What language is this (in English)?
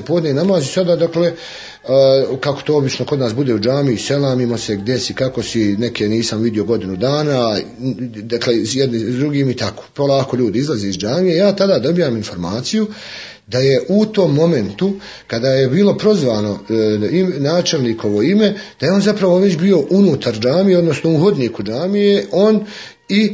Bosnian